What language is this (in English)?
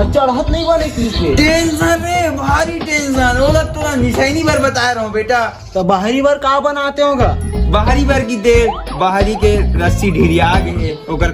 Chhattisgarhi